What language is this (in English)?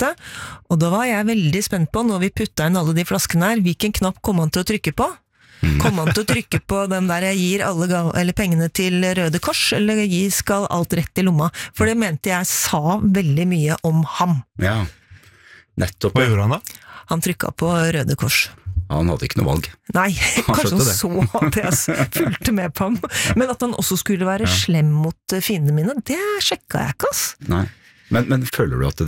Norwegian